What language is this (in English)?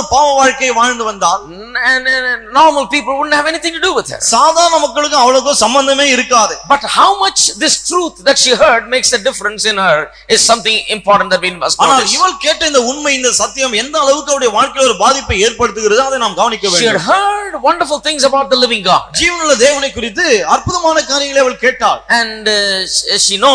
Tamil